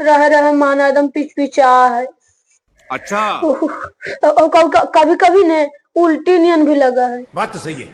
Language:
Magahi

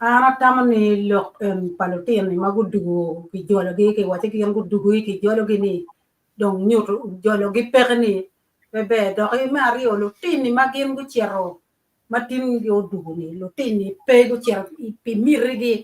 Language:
Acoli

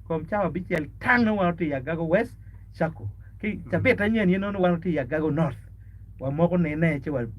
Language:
Acoli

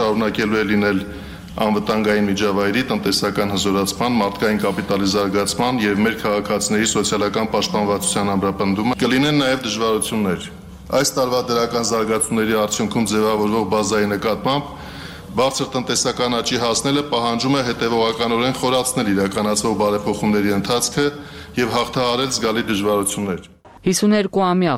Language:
Armenian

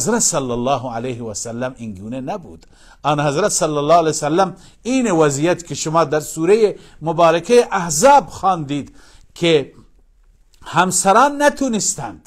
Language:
Persian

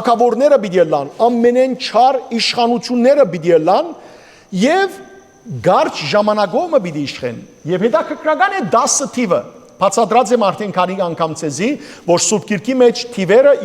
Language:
Western Armenian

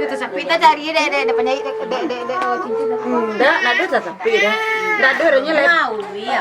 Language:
Minangkabau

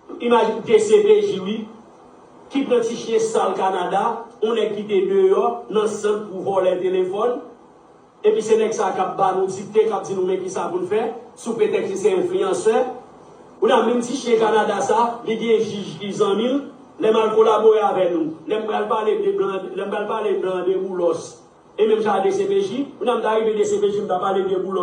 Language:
Haitian Creole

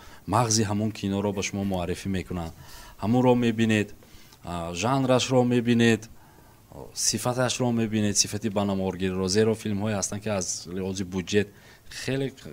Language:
Tajik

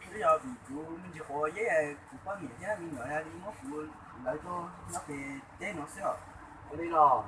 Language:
Hmong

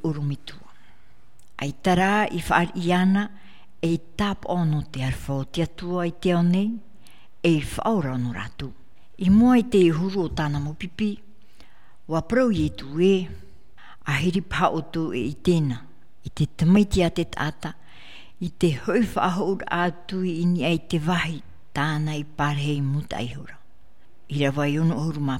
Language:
Tahitian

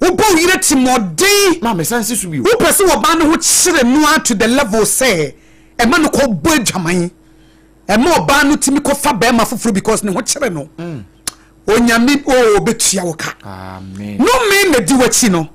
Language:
Akan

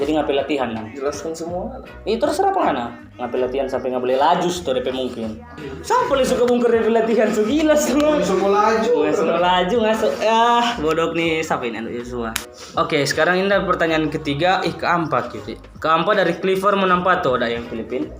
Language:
Manado Malay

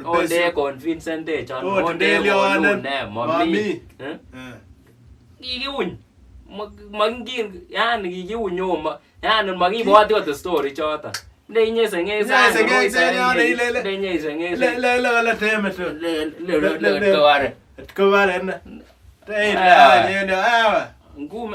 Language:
Kalenjin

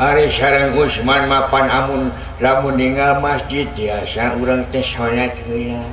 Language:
Sundanese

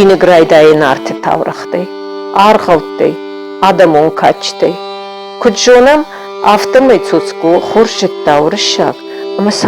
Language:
Ossetic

